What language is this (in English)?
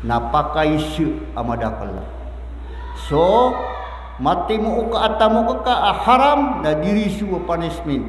Maranao